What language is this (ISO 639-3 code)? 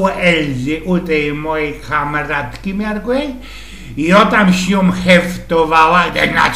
szl